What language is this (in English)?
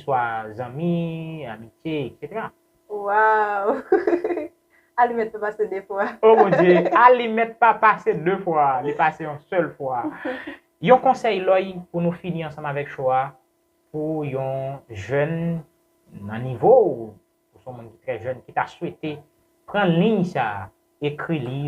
Haitian Creole